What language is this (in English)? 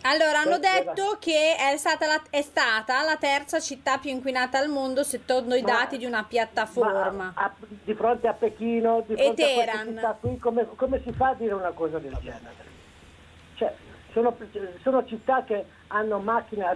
Italian